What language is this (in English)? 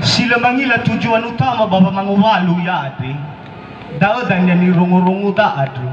Nias